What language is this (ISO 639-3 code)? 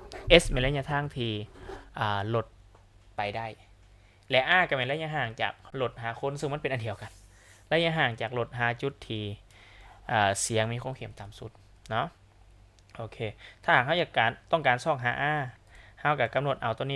lao